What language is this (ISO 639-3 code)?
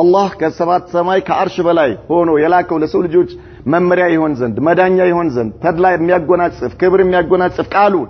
amh